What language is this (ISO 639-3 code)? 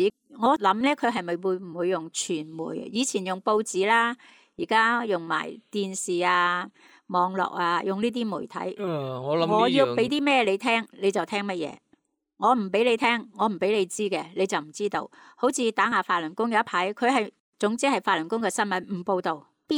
yue